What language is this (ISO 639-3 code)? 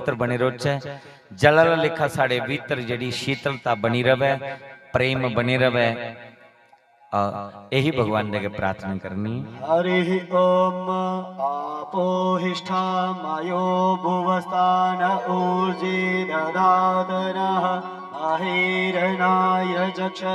doi